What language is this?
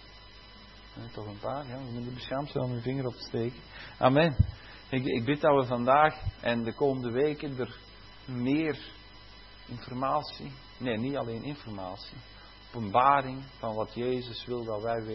Dutch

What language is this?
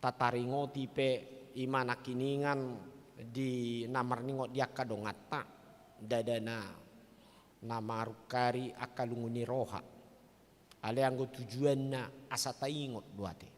Batak Toba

